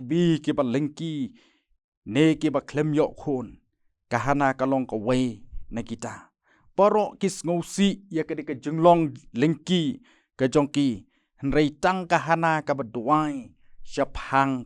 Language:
Khasi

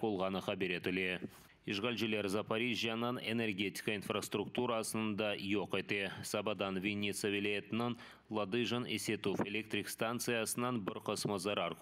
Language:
Crimean Tatar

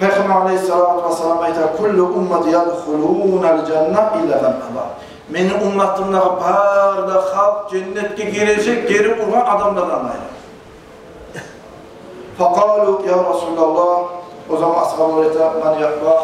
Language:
Kumyk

